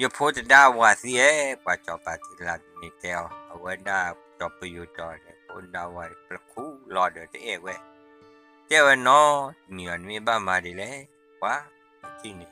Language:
S'gaw Karen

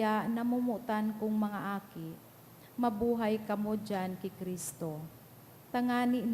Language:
Bikol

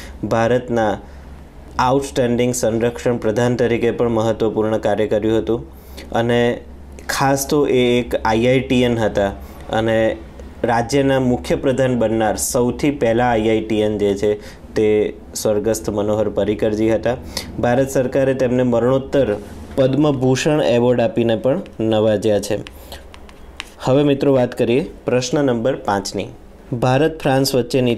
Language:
Gujarati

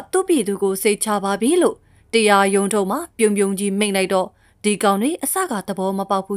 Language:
Burmese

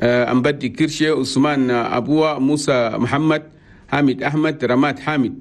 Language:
Chadian Arabic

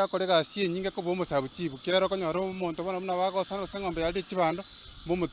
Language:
Gusii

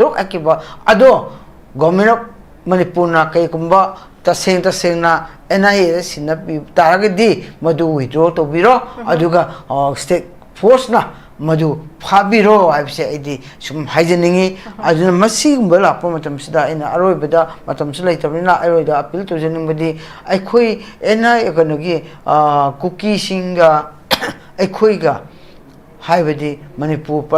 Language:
Manipuri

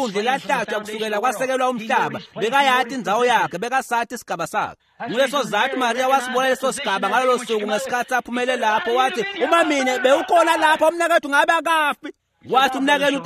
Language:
Swati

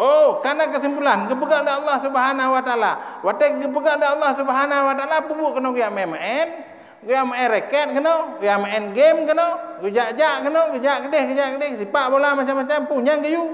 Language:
Achinese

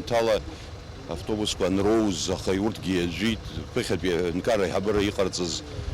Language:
Abkhazian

